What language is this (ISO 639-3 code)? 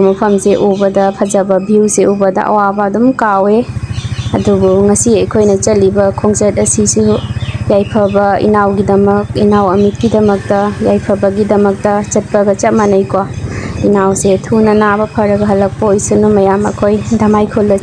mni